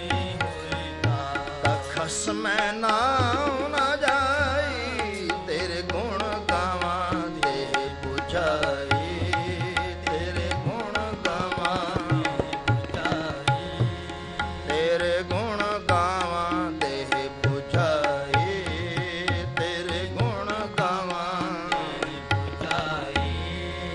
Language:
Punjabi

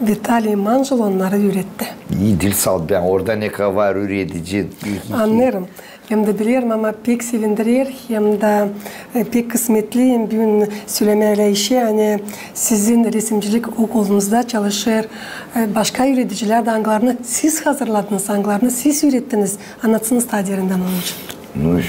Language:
Gagauz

